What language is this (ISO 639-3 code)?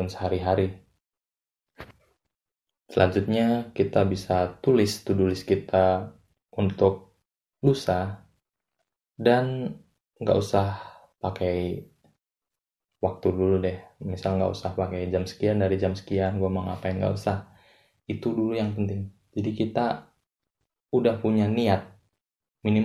ind